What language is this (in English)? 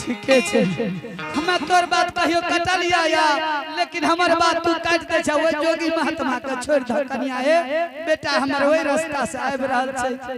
Angika